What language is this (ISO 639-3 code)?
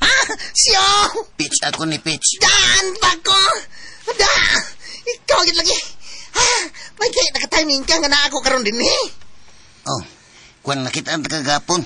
ceb